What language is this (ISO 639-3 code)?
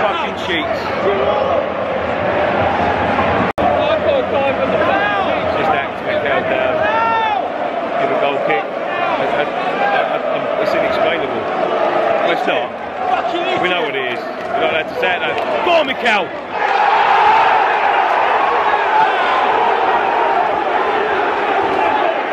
eng